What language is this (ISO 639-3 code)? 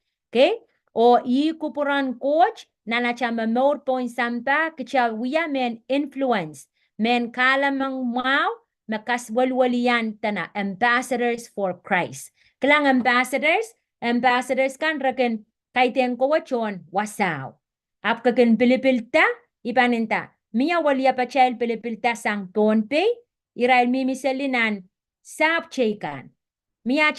pon